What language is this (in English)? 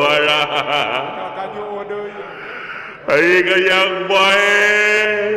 Sundanese